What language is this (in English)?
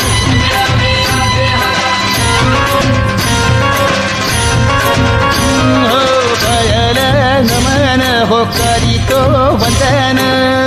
Marathi